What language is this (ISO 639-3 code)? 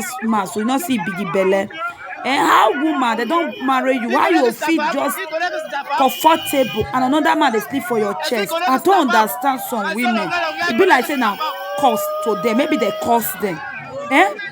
pcm